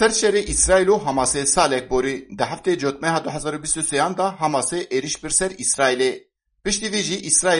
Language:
Kurdish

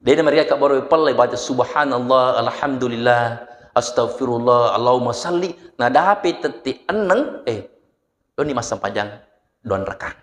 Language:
Buginese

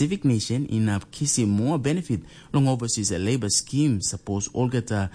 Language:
Tok Pisin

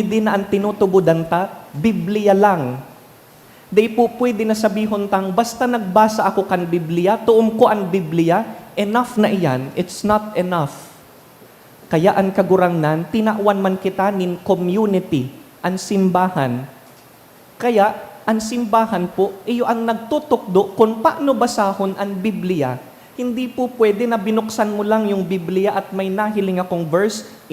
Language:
Bikol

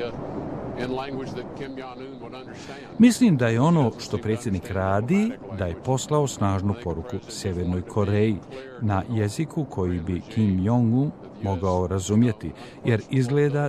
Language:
Croatian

